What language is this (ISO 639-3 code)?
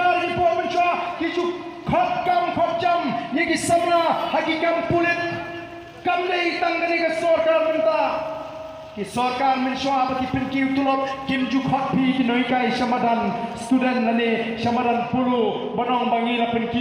kha